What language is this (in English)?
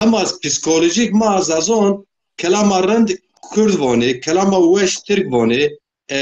Zaza